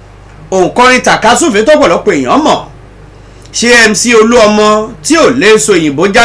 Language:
Yoruba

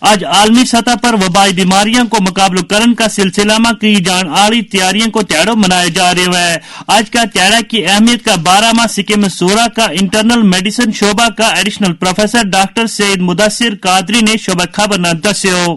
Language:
Gujari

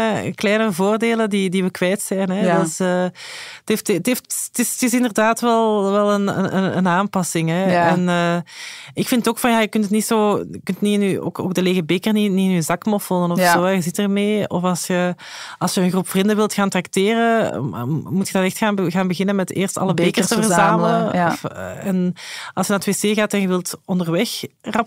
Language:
Dutch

